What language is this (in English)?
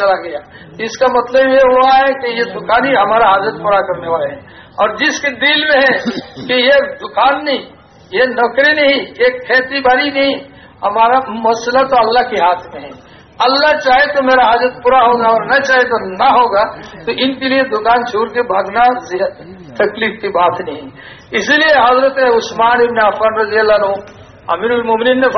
Urdu